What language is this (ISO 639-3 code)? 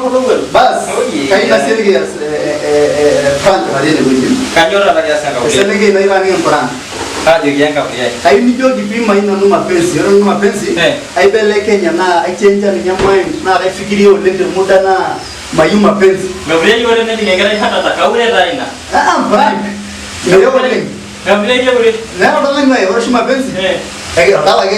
mas